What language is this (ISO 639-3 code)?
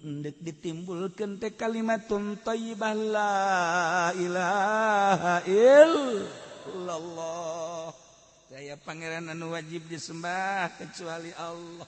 sun